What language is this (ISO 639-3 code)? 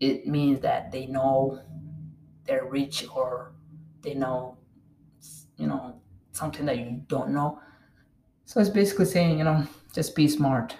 eng